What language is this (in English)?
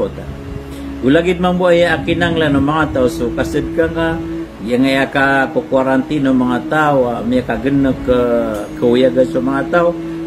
Maranao